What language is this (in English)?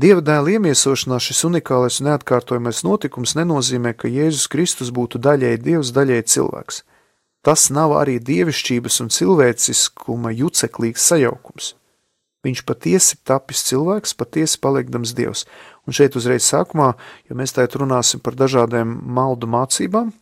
Latvian